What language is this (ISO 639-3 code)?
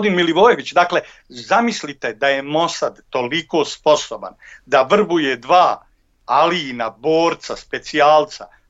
bos